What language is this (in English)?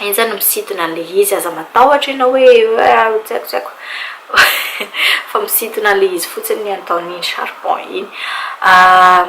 Malagasy